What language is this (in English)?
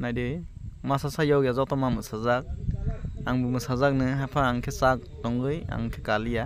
Kok Borok